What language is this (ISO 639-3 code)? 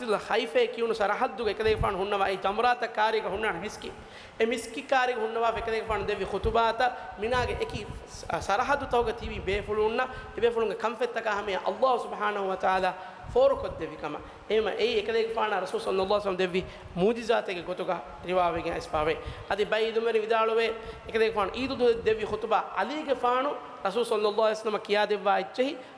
div